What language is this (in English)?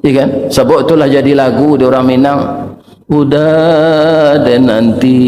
Minangkabau